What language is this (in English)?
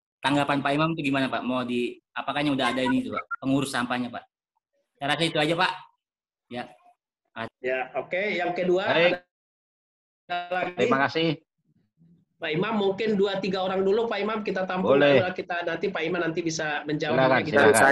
Indonesian